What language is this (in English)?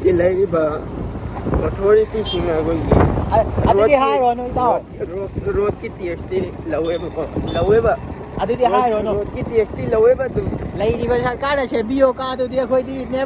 Manipuri